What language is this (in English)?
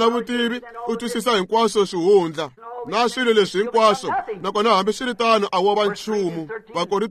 Tsonga